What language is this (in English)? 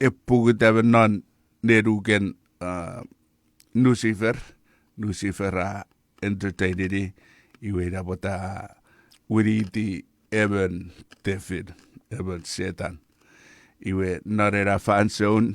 Chuukese